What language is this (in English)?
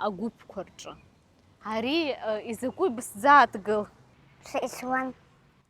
Abkhazian